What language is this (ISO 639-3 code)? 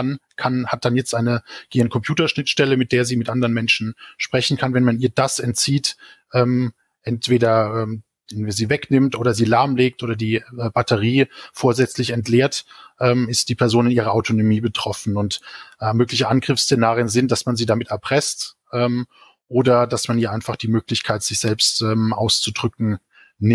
deu